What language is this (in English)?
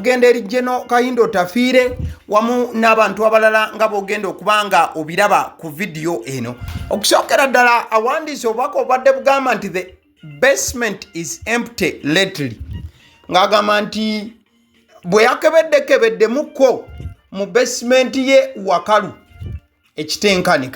Ganda